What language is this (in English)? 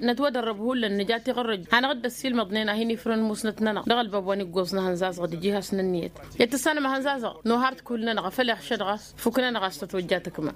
Tamasheq